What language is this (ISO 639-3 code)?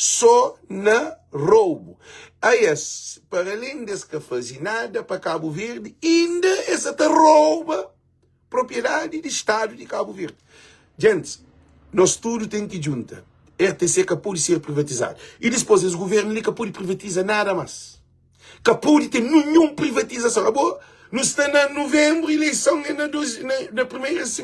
kea